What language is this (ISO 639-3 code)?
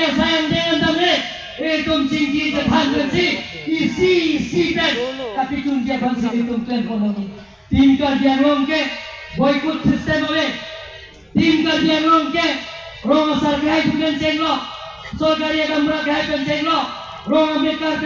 mjw